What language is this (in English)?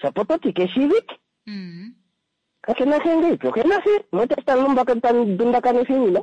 Kuanyama